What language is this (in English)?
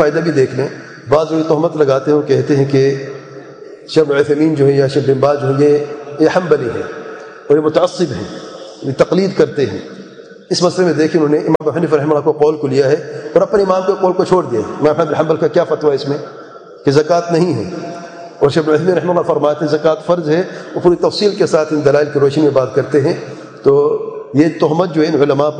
Urdu